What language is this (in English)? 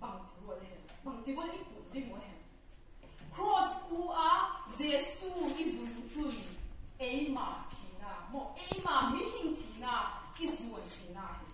Vaiphei